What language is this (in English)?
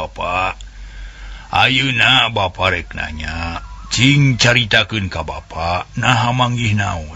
Sundanese